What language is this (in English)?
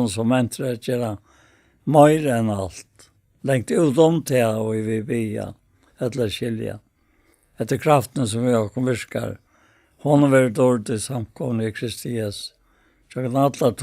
Faroese